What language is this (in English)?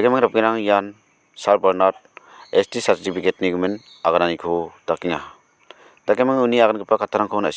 Garo